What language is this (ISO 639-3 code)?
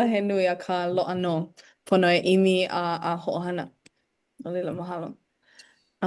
haw